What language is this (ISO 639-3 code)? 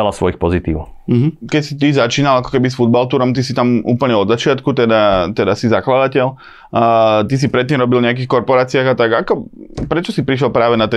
slk